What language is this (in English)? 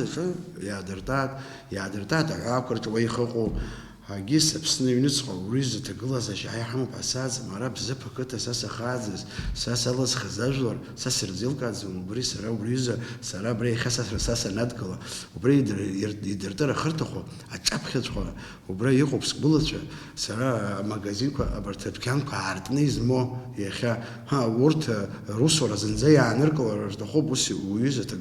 Abkhazian